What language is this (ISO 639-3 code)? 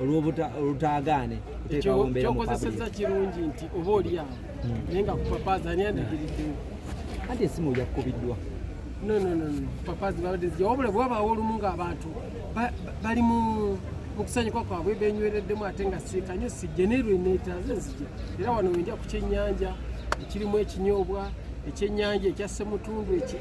lug